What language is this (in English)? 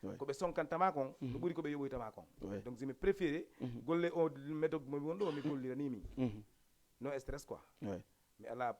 Fula